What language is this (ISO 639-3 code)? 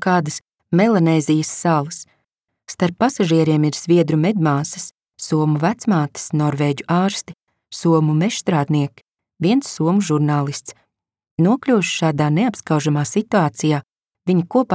lav